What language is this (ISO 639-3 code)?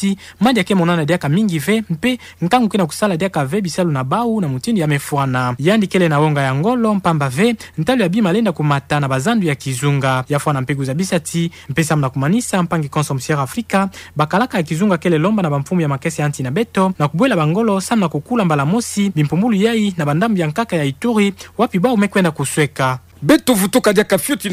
ktu